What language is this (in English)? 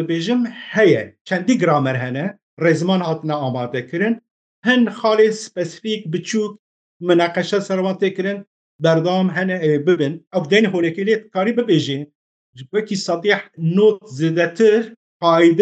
Kurdish